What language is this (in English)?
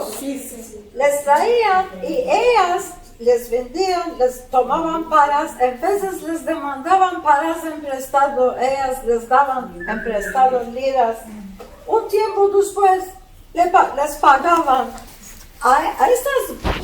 Ladino